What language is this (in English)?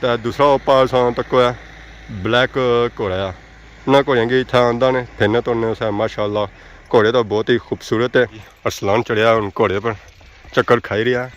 Pahari-Potwari